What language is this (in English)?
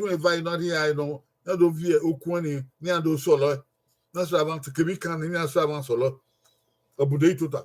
Bini